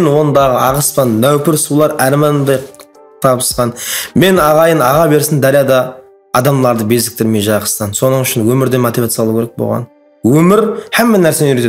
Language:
Kara-Kalpak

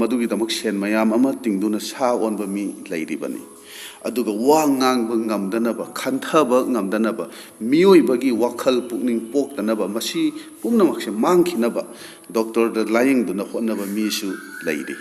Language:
Manipuri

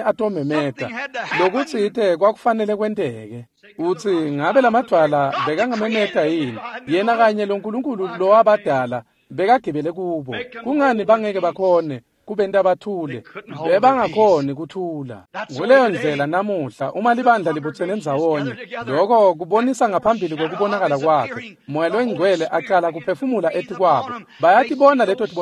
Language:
Swati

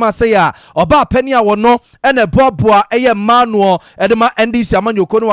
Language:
Akan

